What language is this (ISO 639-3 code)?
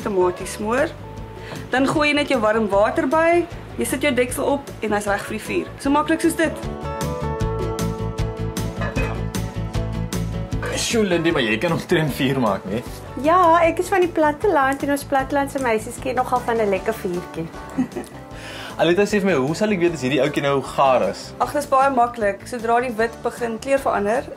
afr